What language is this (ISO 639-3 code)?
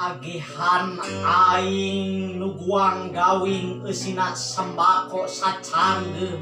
sun